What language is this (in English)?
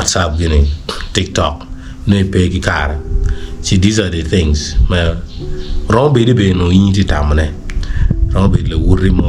Acoli